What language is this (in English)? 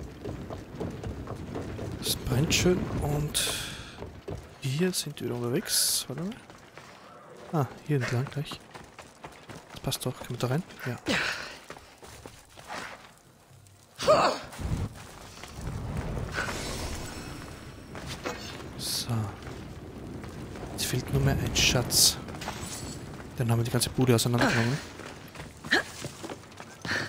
German